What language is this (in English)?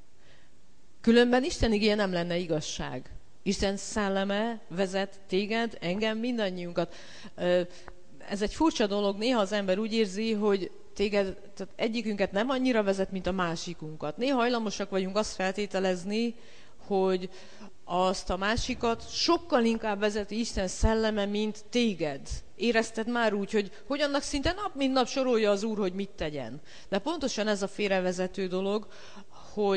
Hungarian